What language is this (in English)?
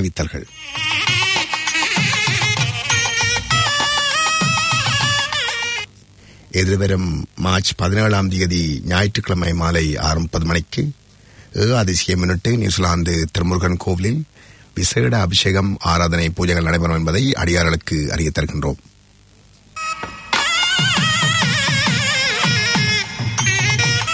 Tamil